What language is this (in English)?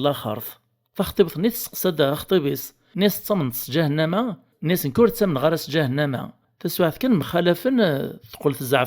Kabyle